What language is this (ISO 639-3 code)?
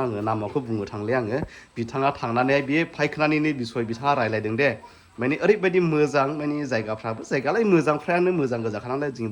brx